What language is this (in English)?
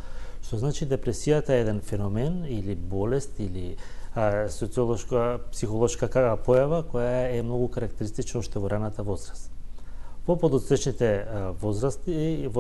Macedonian